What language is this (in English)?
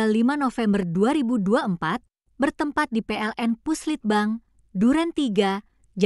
Indonesian